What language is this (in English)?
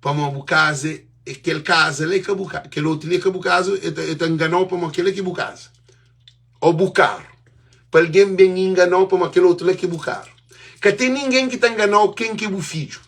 Kabuverdianu